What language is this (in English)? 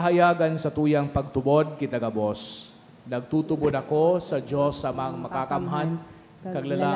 Bikol